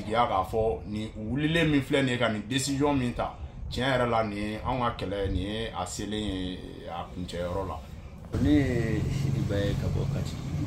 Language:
Bambara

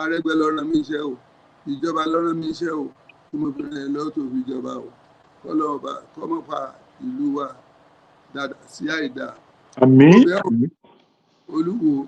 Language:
Yoruba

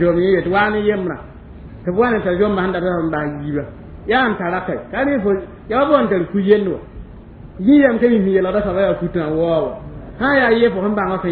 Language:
Mossi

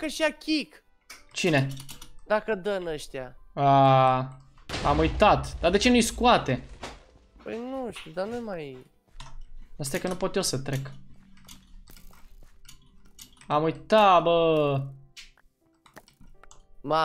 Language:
Romanian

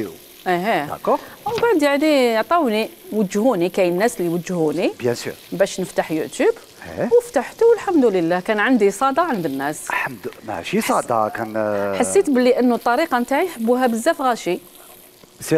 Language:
Algerian Arabic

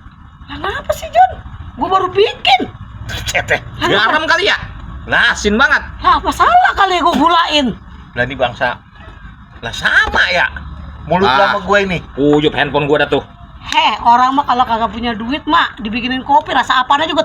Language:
Betawi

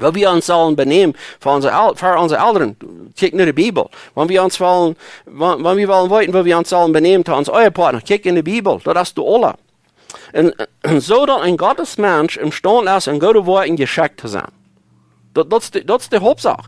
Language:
Plautdietsch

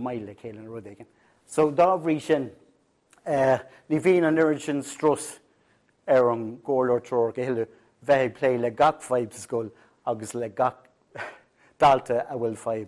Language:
Irish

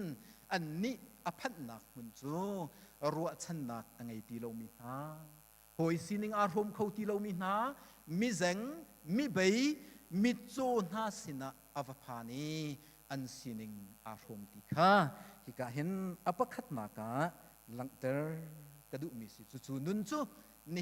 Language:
Hakha Chin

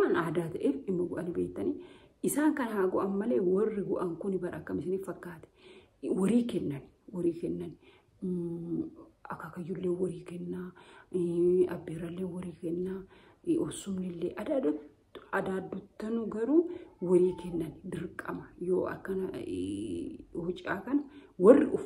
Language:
Oromo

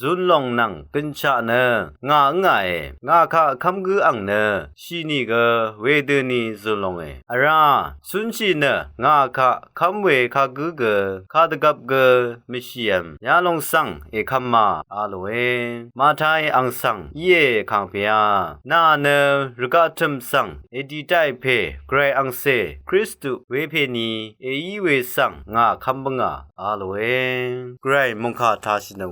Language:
Rawang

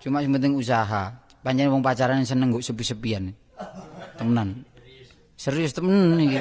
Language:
Javanese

